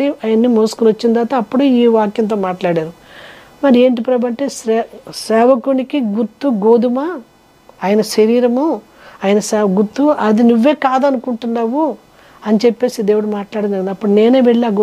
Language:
Telugu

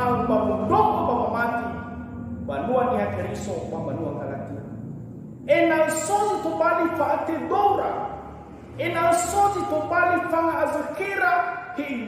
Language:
Nias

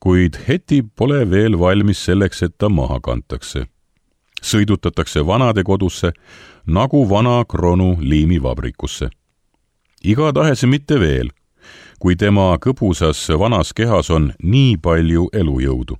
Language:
Estonian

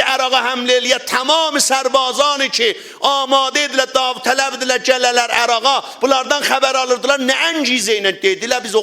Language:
South Azerbaijani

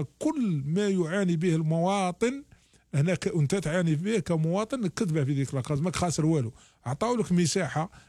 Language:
Algerian Arabic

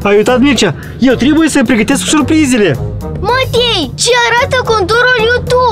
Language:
Romanian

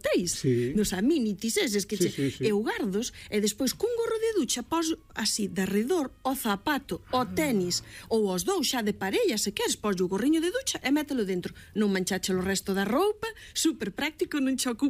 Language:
Galician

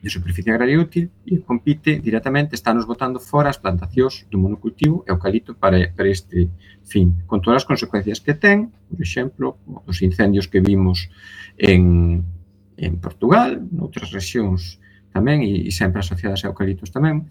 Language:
Galician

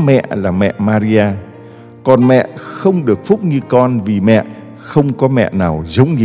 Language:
Vietnamese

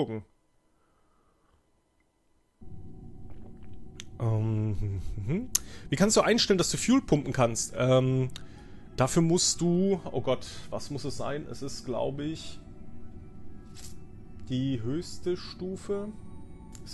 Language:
German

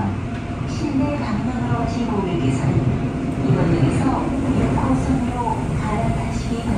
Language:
Korean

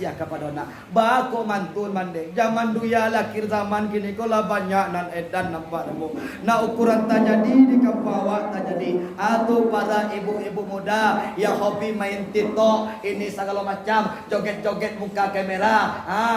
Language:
Minangkabau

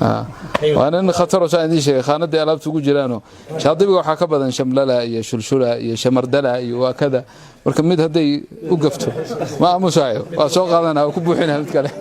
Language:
Somali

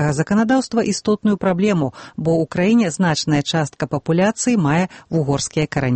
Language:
Belarusian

